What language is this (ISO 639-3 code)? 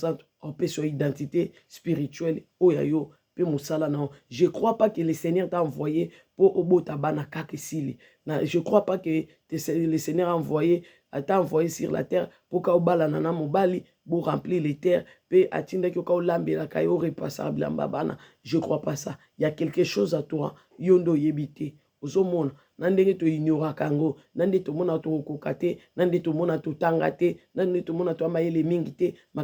lin